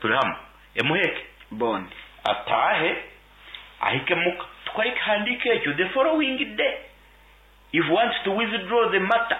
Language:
Nyankole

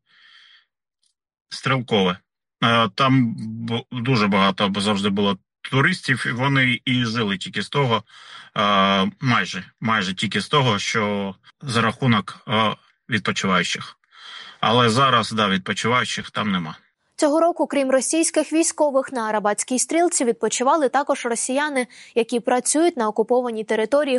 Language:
Ukrainian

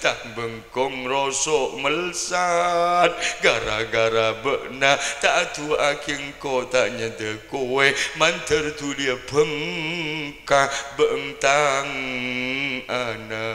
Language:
Madurese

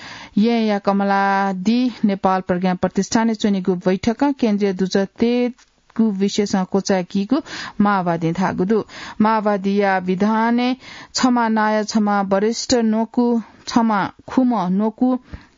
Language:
Newari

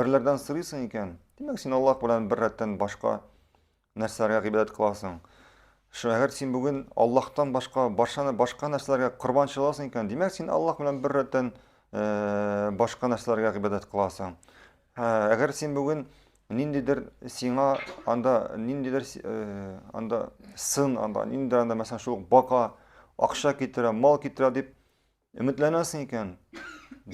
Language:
Tatar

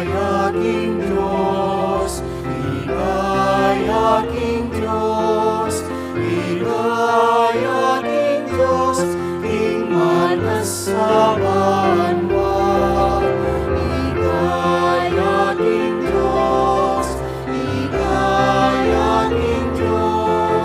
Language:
Pampanga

